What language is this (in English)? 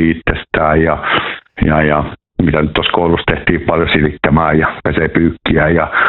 Finnish